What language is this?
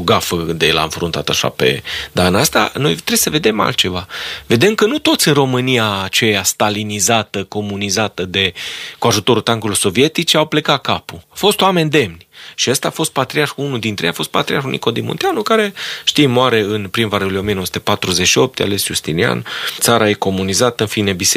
Romanian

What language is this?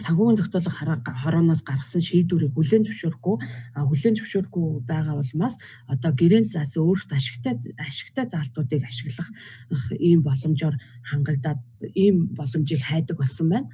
Mongolian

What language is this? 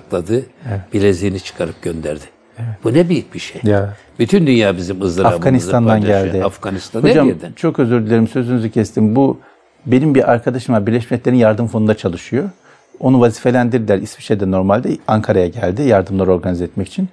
Turkish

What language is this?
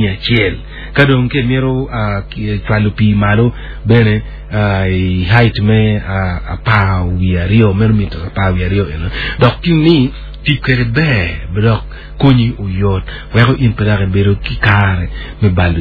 Acoli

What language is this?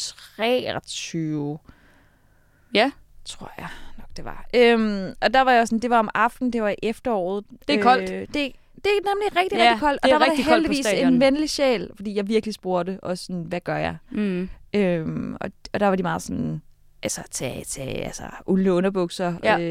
Danish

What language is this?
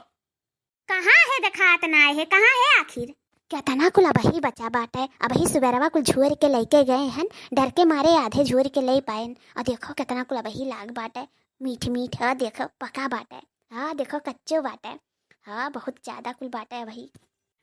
Awadhi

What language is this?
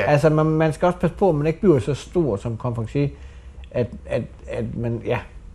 Danish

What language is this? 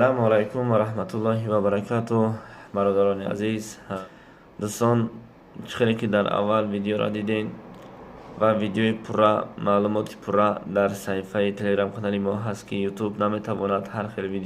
Tajik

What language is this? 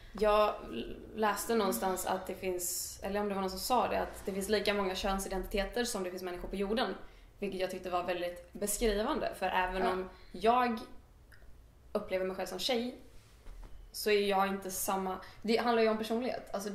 Swedish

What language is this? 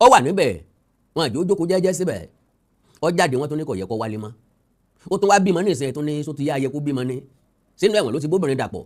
Yoruba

